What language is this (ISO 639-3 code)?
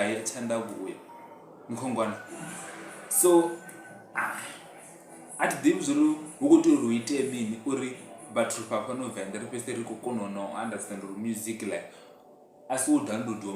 ven